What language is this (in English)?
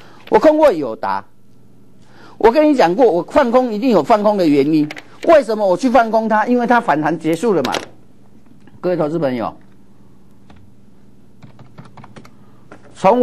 Chinese